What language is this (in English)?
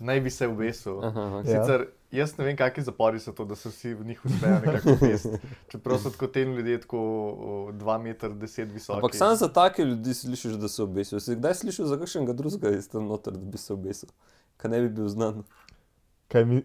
Slovenian